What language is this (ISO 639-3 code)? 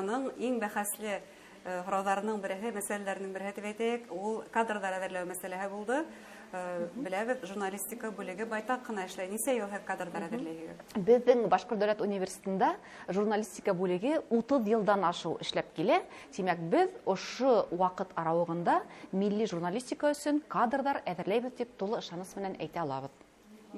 bak